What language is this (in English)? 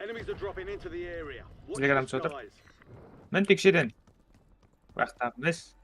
Kara-Kalpak